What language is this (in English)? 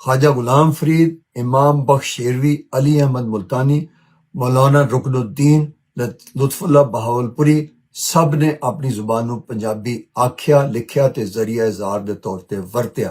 Western Panjabi